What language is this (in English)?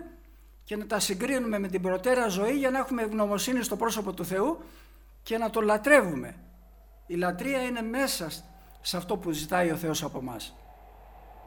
Greek